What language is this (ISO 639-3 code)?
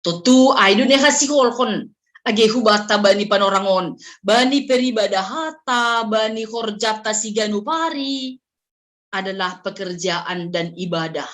bts